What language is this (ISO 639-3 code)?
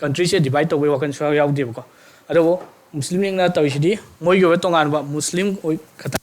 mni